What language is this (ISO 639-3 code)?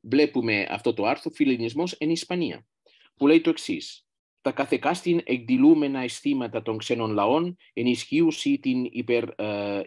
ell